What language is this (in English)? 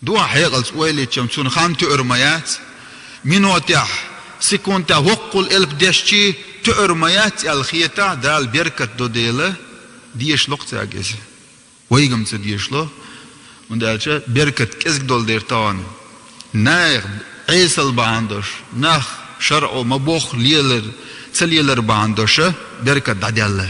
Chechen